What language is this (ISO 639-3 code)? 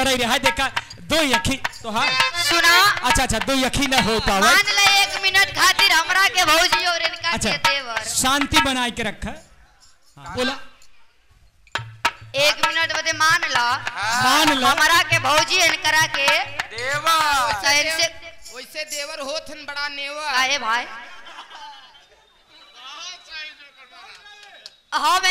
bho